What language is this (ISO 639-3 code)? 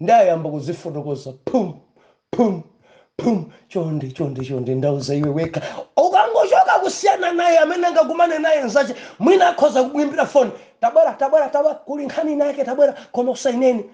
nya